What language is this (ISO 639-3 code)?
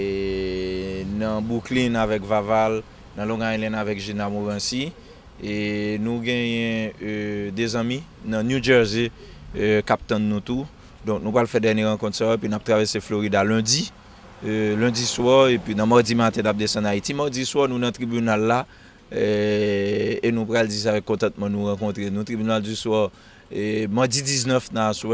hat